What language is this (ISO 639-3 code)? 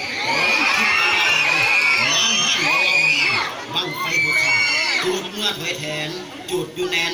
lao